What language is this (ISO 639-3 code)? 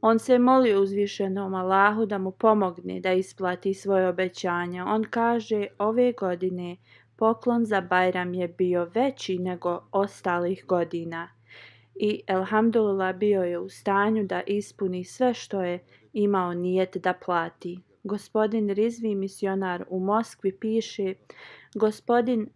bos